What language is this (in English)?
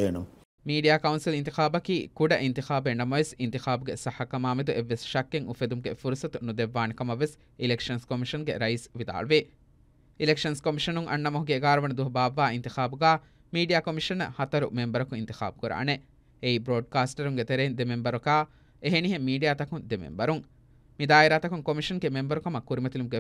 Divehi